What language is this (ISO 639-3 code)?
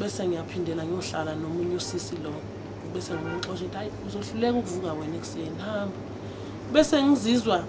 zul